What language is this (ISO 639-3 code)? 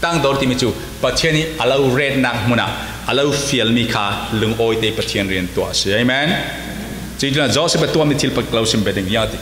cfm